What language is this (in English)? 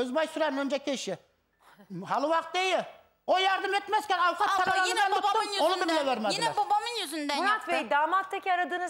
Turkish